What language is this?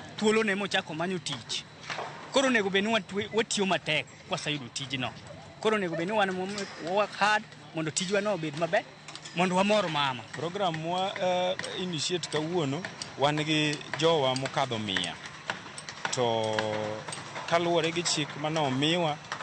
Luo (Kenya and Tanzania)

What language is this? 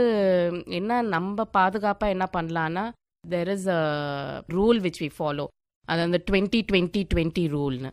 Tamil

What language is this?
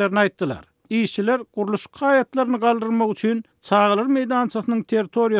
Turkmen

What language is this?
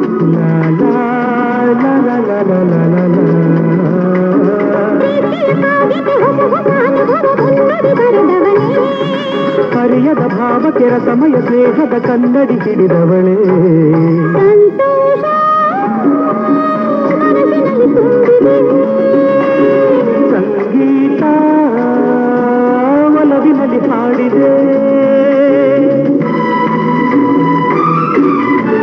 Kannada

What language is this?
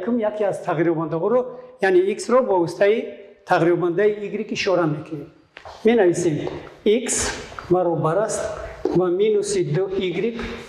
Tajik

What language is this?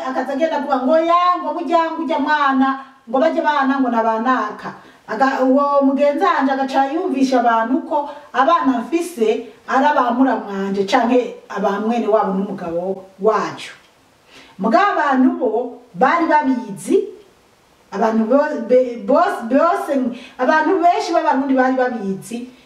Rundi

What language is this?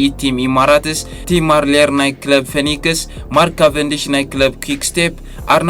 Tigrinya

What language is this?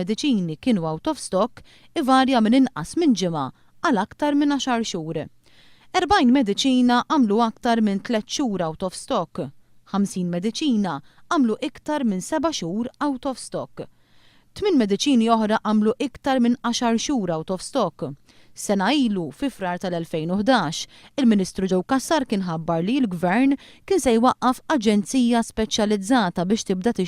Maltese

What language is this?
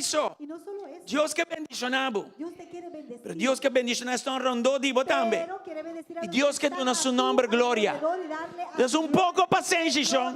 Papiamento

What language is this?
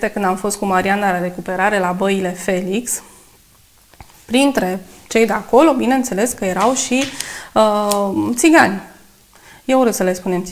Romanian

